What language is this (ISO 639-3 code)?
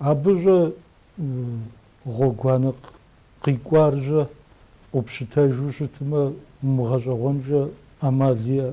kbd